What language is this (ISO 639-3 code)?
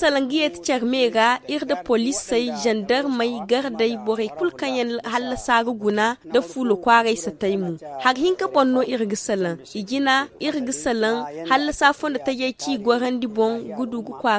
dje